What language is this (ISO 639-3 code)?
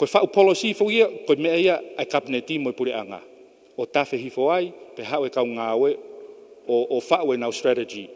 ton